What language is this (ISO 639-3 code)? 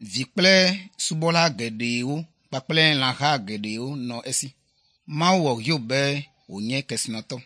ewe